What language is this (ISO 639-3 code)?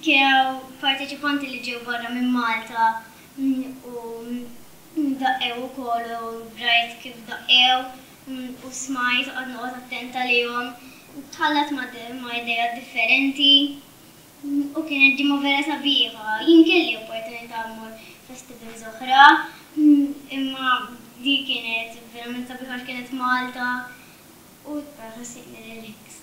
mlt